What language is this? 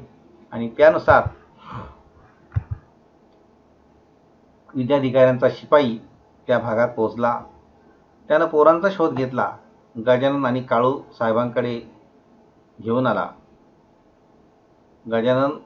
Marathi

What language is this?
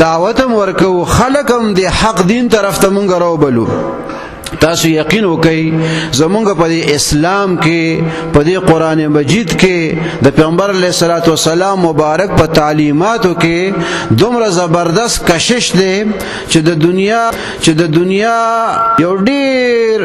Pashto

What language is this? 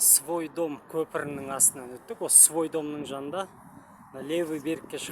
Kazakh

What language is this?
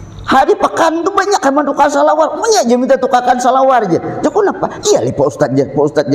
Banjar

